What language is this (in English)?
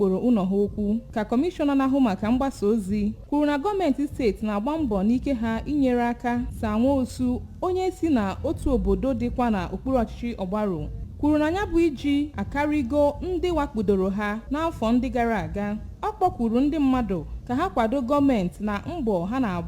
Igbo